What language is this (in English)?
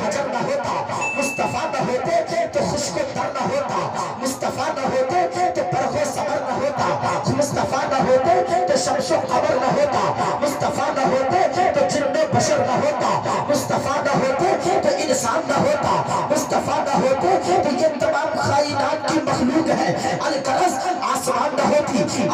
Urdu